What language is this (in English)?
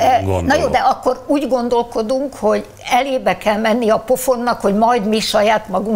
Hungarian